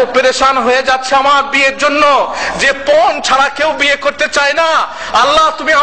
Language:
Bangla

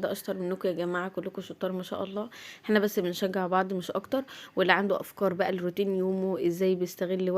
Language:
Egyptian Arabic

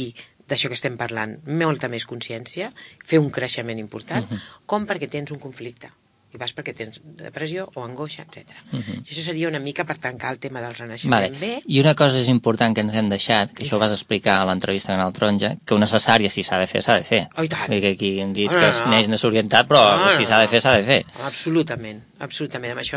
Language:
Catalan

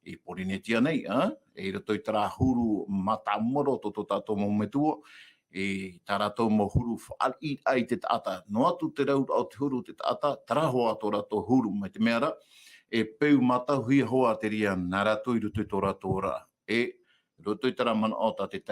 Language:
Tahitian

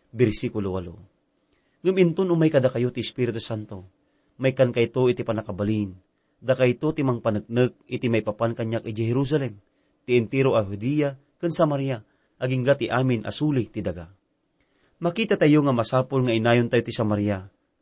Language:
Iloko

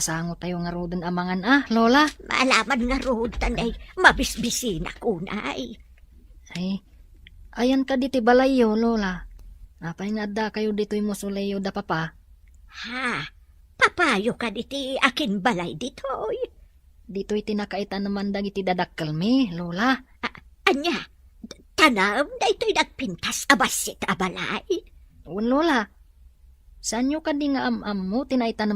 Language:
Iloko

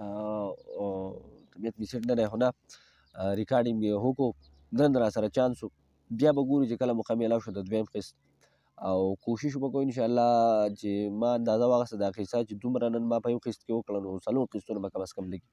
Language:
Pashto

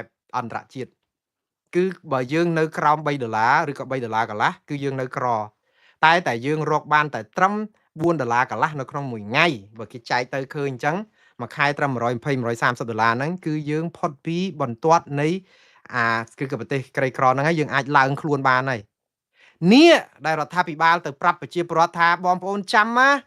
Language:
Khmer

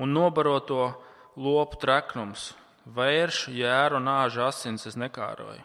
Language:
Latvian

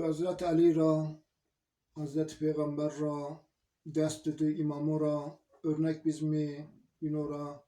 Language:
Zaza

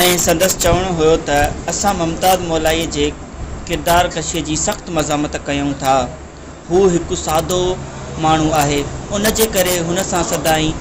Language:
Sindhi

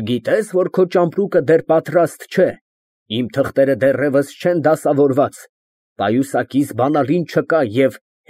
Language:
Armenian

